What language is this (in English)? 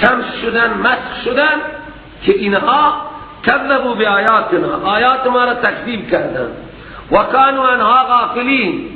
Persian